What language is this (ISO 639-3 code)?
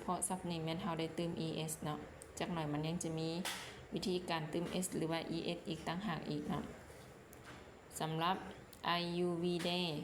lao